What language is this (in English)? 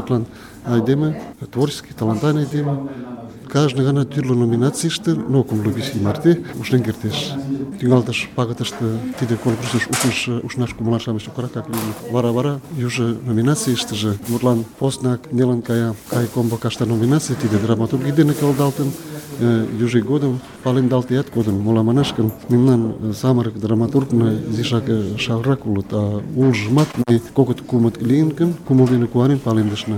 Mari